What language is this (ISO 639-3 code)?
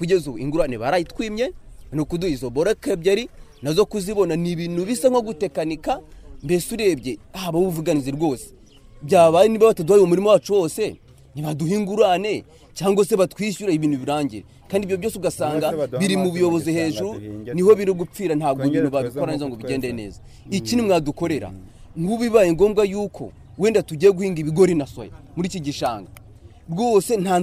kin